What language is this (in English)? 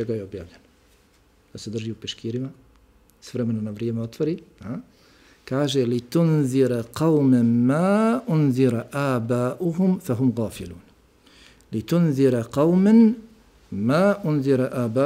Bosnian